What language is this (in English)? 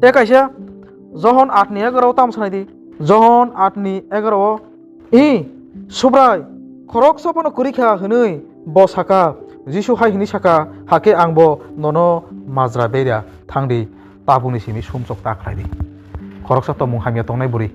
Kok Borok